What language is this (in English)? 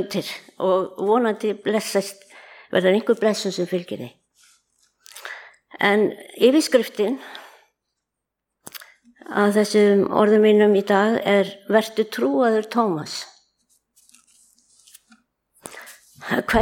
Icelandic